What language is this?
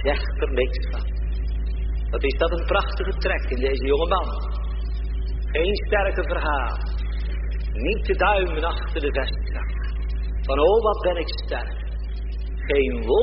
Dutch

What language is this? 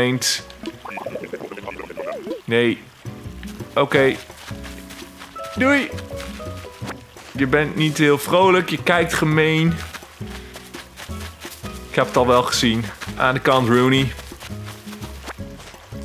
Dutch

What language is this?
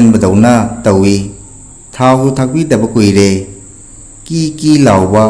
Manipuri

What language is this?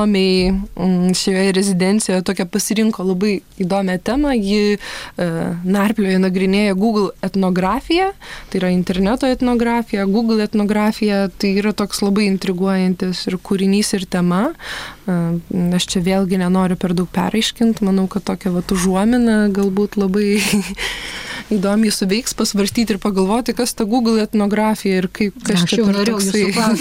Lithuanian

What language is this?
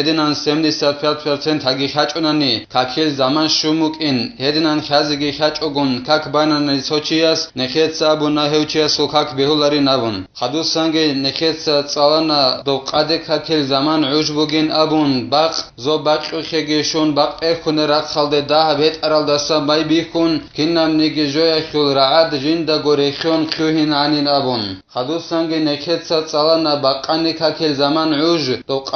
Avaric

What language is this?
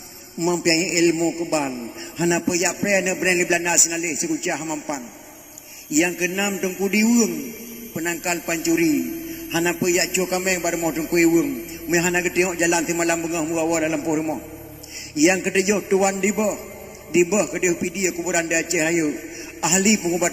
Achinese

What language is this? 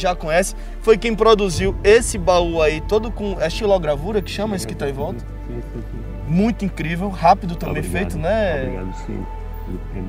Portuguese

